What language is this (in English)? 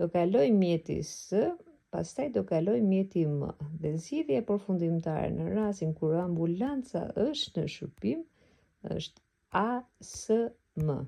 Albanian